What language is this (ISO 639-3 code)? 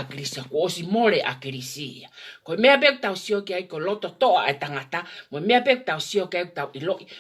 ton